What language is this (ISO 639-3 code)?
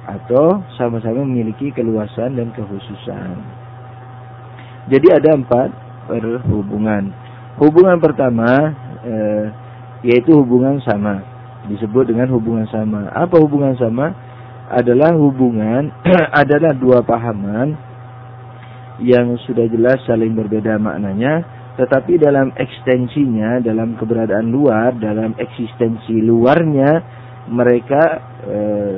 ind